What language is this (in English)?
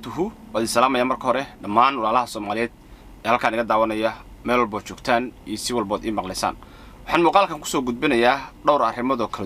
Somali